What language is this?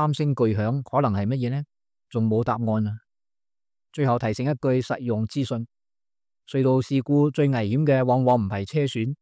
Cantonese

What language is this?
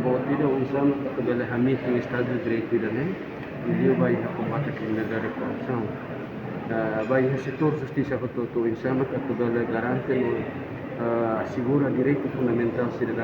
Tetum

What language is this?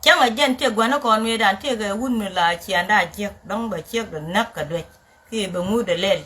Nuer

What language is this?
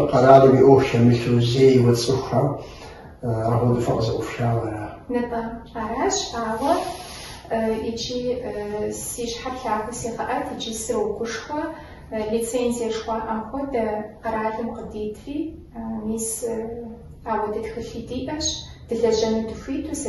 Kabardian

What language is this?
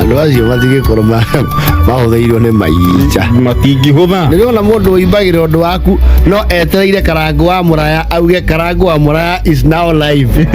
Kikuyu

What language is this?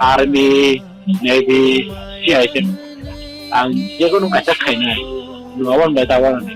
Kok Borok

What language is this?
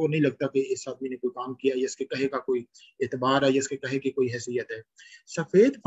Urdu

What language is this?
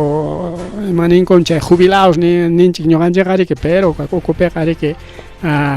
Ayacucho Quechua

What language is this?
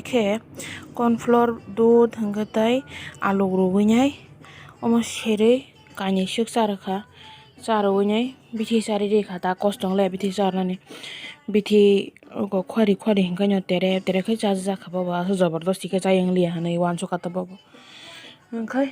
Kok Borok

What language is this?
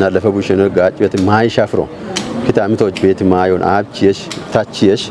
Kafa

